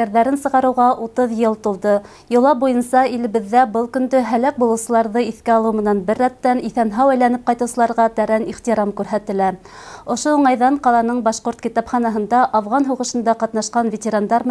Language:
Bashkir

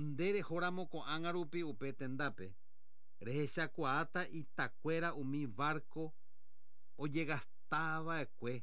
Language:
Guarani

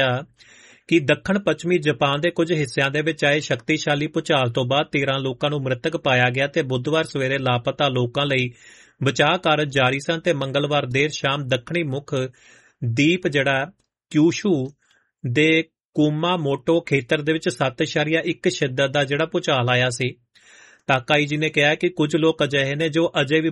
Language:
Punjabi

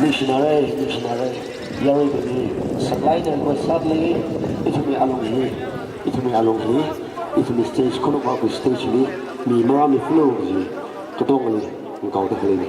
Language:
Tangkhul Naga (India)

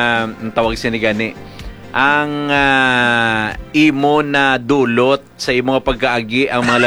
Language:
Hiligaynon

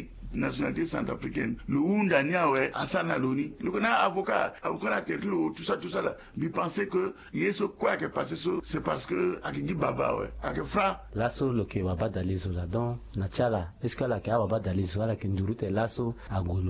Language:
Sango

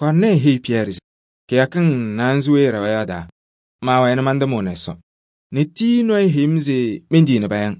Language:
Kabiyè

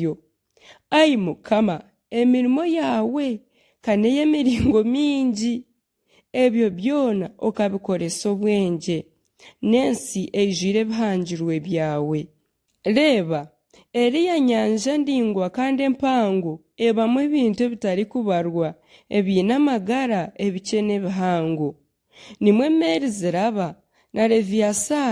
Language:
Nyankole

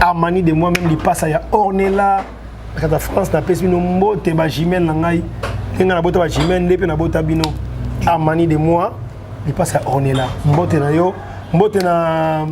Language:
Lingala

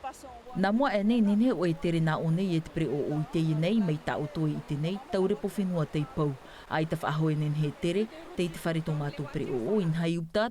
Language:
Tahitian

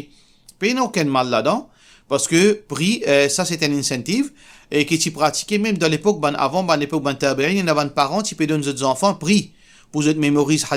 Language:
Morisyen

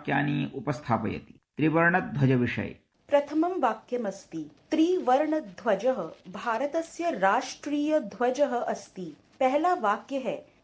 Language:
Sanskrit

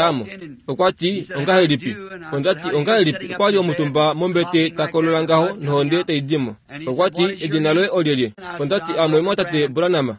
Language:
Kuanyama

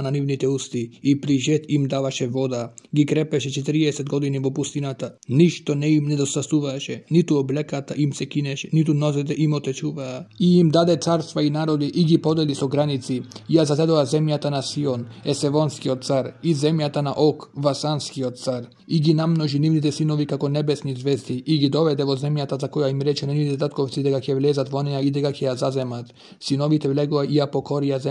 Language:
Macedonian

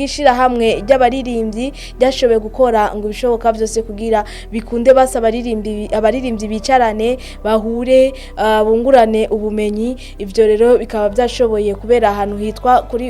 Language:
Rundi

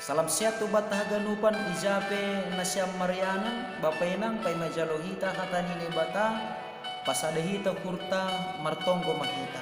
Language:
Batak Simalungun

